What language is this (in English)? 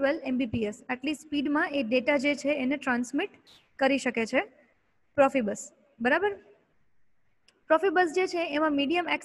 Gujarati